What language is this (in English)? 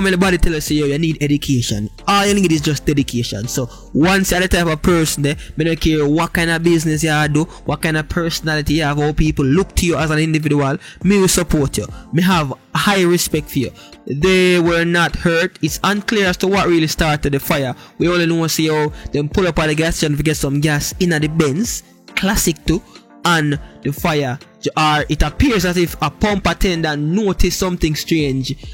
Jamaican Creole English